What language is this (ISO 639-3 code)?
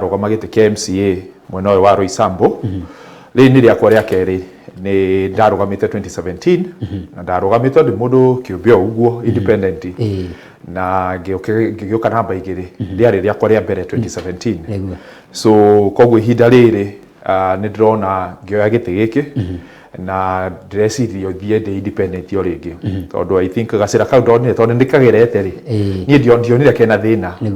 kik